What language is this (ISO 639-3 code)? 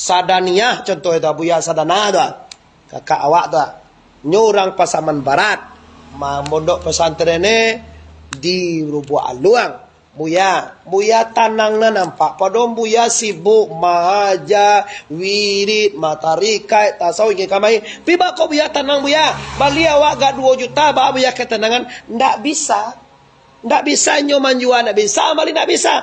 min